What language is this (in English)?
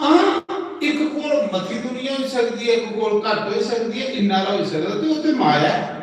Dogri